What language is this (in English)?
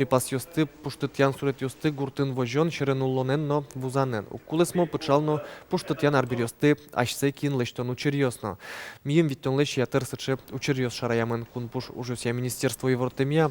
Udmurt